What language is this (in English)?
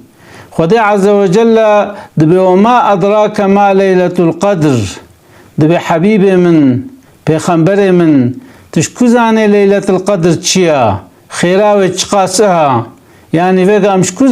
Kurdish